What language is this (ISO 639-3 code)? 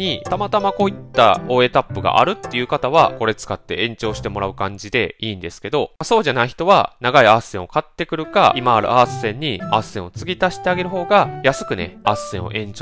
jpn